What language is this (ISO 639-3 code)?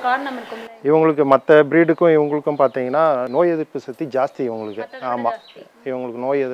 tam